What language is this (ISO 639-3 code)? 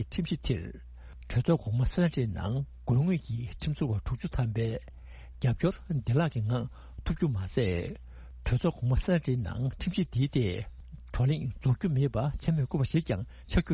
bod